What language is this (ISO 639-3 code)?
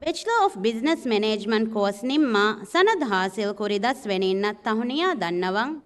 div